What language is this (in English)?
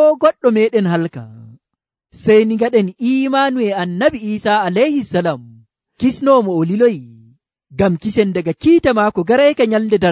Nigerian Fulfulde